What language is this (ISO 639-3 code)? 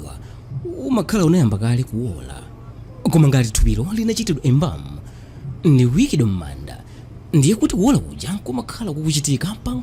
nya